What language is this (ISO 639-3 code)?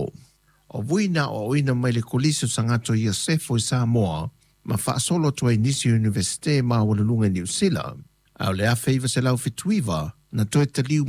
smo